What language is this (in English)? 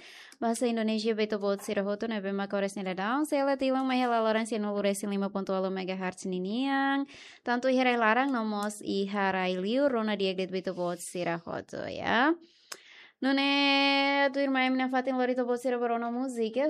Tetum